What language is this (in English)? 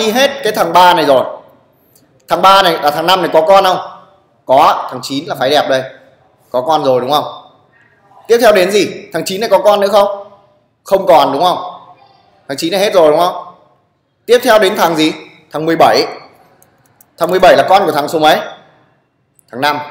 Vietnamese